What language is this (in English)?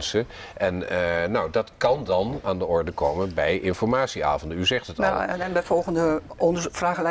Dutch